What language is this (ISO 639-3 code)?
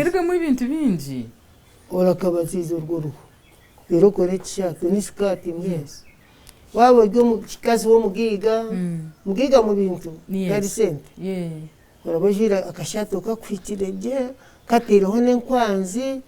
nyn